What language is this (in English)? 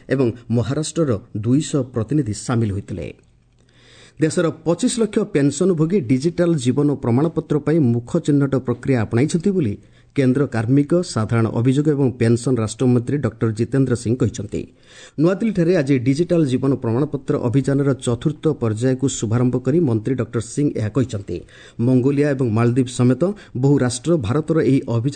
Odia